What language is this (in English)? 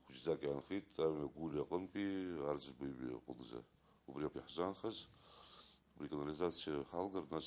Abkhazian